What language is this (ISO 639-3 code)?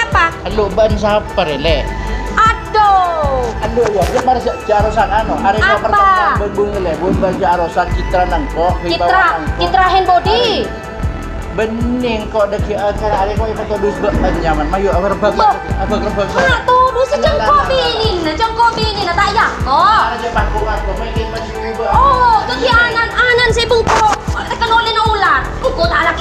mad